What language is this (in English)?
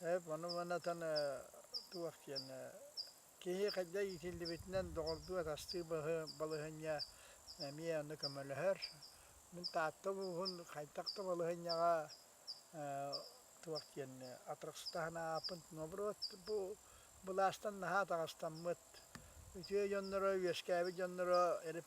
Yakut